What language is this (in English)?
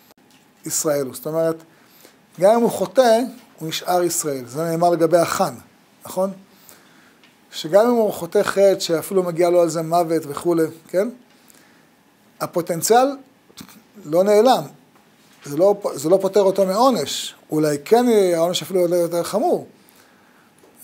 Hebrew